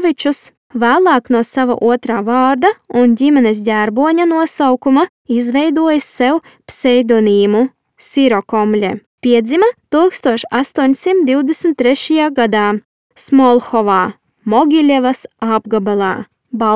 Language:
Latvian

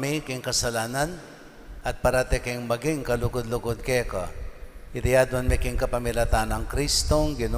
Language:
Pampanga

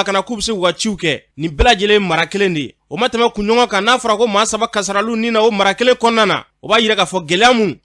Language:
Bambara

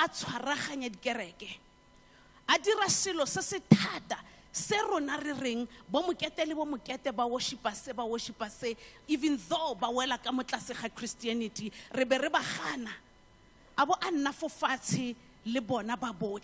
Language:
Tswana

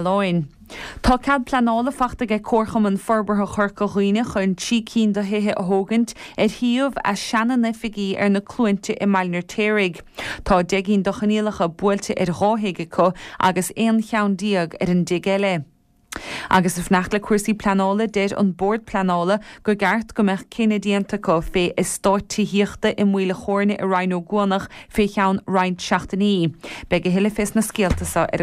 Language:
Irish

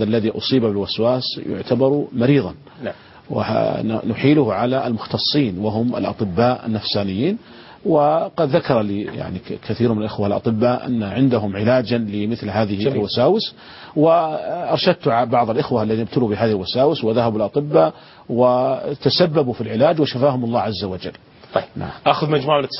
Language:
Arabic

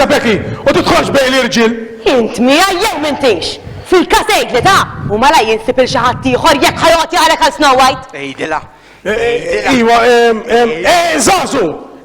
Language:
Maltese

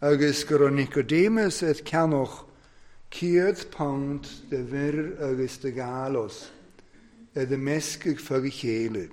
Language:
Welsh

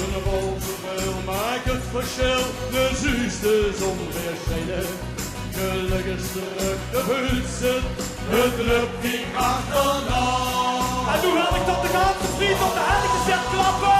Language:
Limburgish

